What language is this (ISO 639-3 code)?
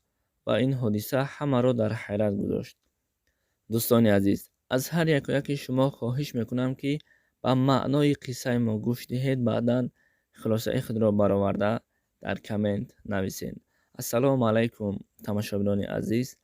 tgk